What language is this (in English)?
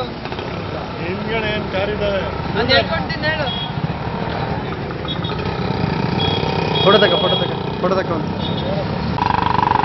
Kannada